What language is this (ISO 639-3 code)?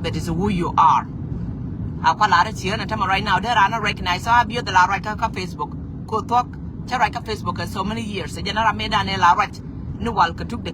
nus